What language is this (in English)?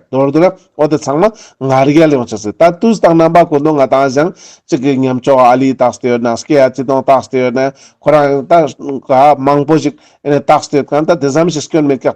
Ladakhi